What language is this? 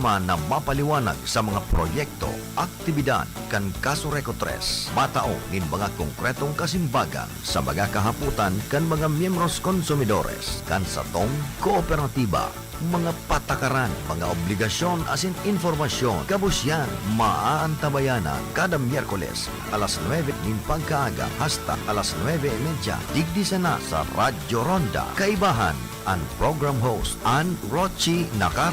Bikol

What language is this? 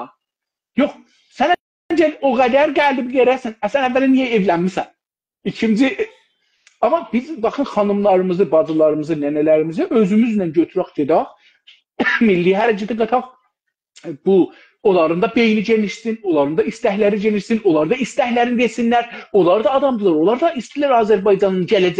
South Azerbaijani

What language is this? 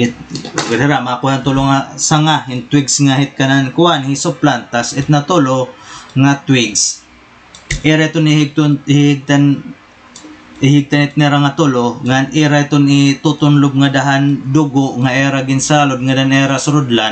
Waray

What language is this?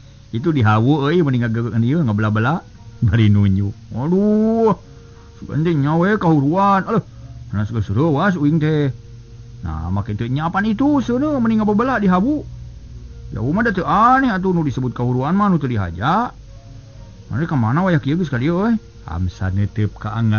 Sundanese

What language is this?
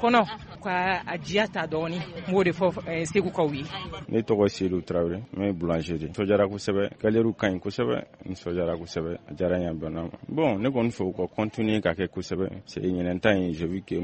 Bambara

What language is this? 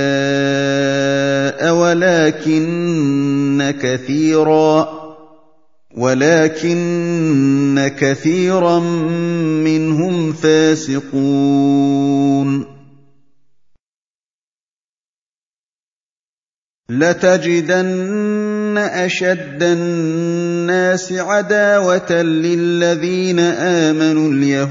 Arabic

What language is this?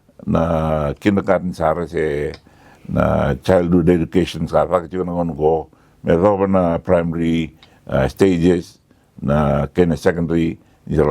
Fijian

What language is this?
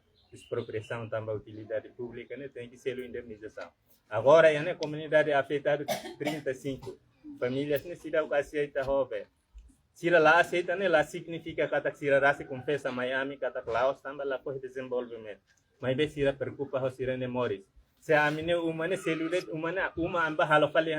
Tetum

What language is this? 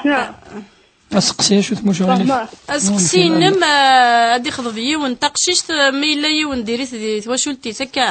Kabyle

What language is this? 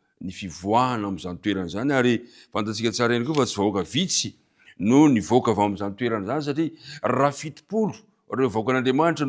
Malagasy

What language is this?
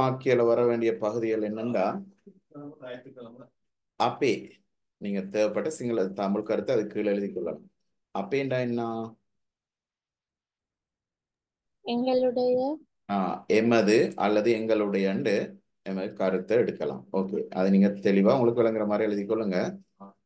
Tamil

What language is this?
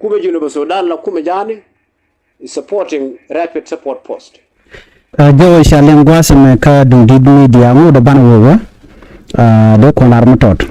Nuer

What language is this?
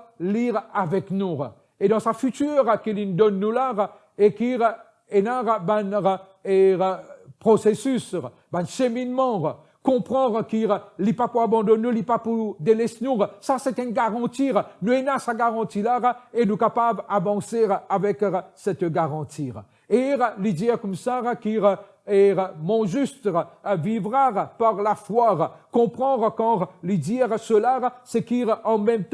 Morisyen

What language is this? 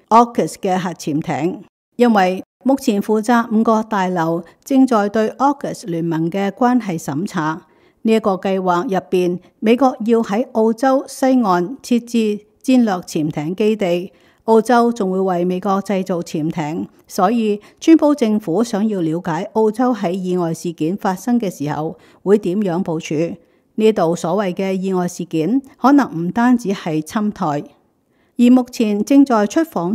Cantonese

